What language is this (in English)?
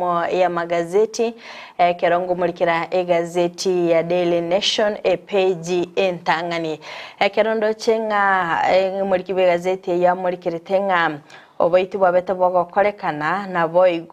Gusii